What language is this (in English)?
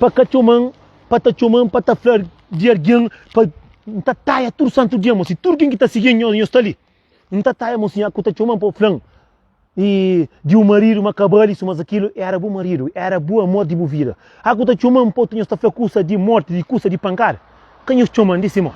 Kabuverdianu